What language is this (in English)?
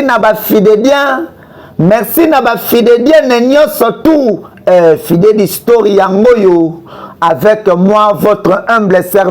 Lingala